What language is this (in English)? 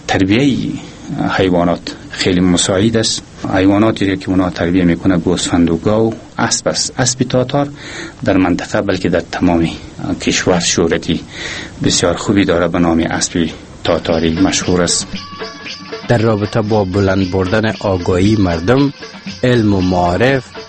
Persian